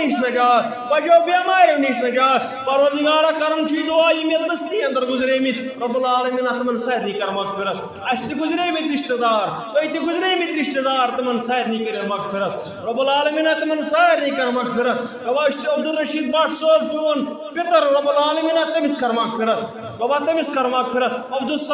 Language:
Kashmiri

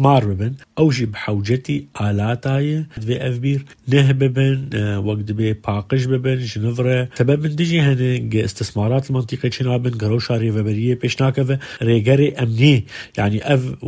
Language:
Kurdish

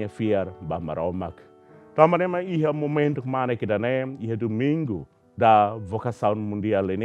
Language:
Tetum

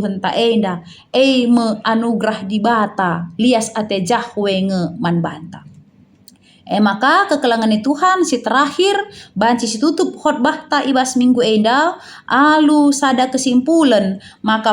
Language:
Batak Karo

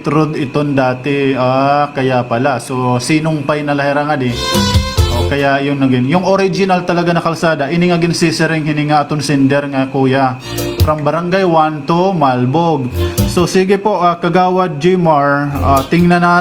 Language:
Waray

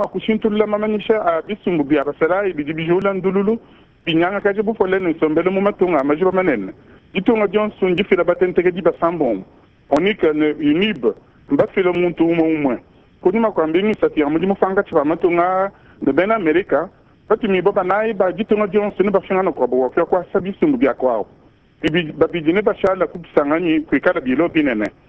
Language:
Luba-Lulua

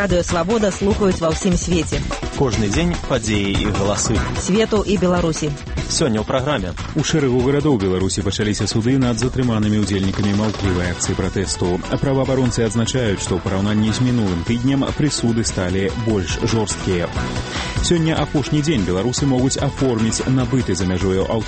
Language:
Belarusian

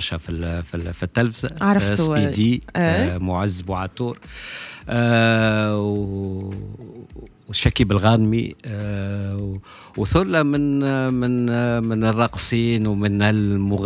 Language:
Tunisian Arabic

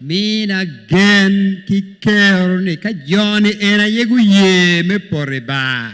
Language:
Acoli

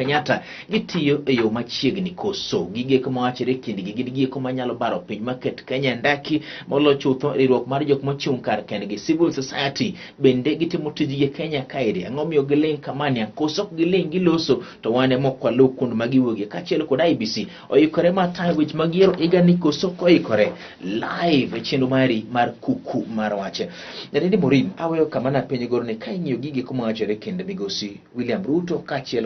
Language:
Luo (Kenya and Tanzania)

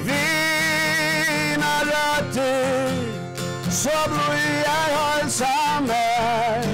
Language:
Faroese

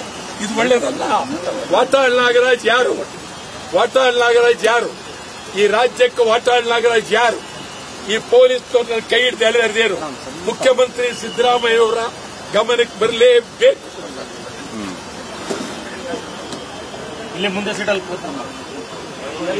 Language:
Kannada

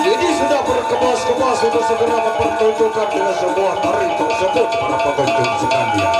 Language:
Sasak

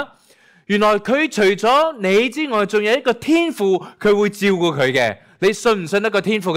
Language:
Cantonese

